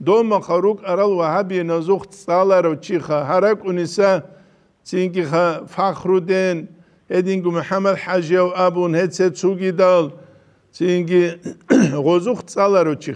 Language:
Avaric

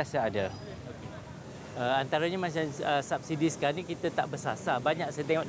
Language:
Malay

